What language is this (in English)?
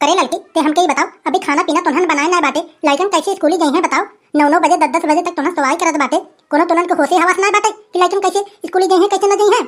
Awadhi